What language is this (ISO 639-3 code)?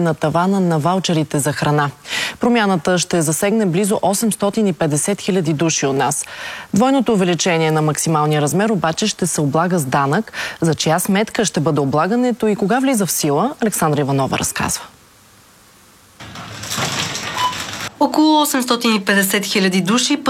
bul